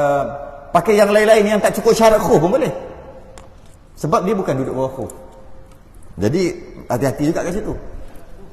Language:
Malay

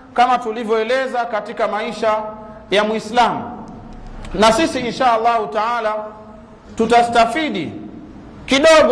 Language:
Swahili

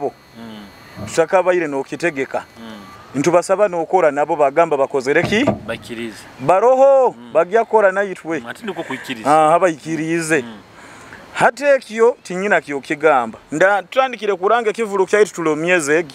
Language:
Nyoro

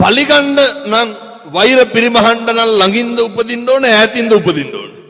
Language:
Sinhala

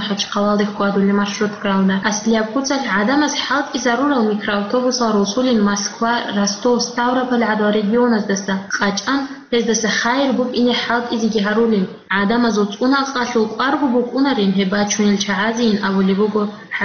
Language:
Avaric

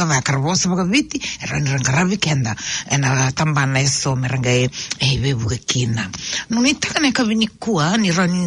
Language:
Fijian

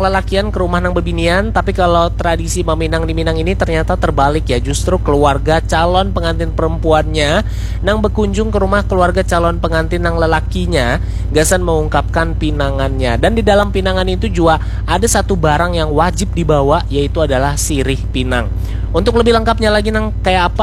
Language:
Banjar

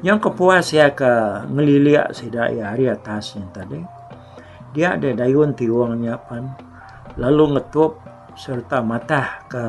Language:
Iban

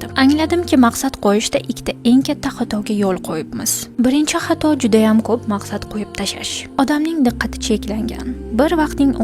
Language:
Uzbek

